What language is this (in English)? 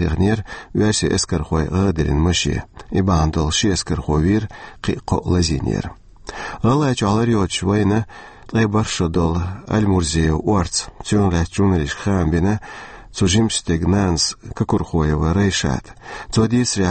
Chechen